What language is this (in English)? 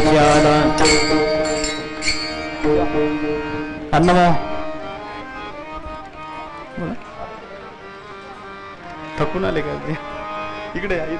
Marathi